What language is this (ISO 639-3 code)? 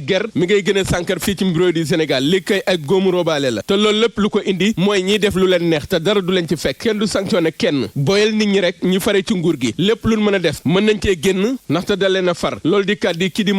wol